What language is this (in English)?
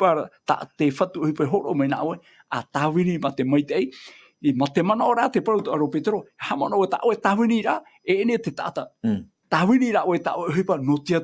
Tahitian